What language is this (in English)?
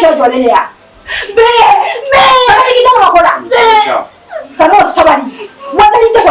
Bambara